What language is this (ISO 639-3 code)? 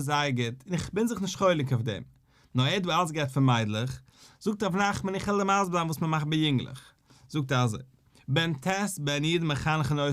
yid